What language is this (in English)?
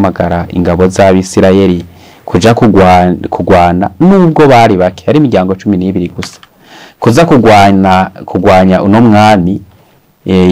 Rundi